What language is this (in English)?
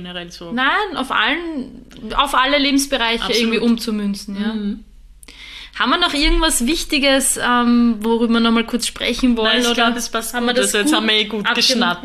German